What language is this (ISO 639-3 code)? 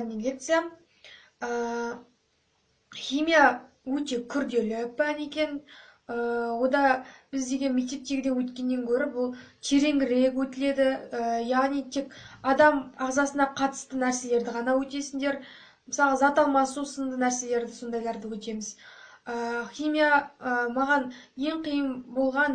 kaz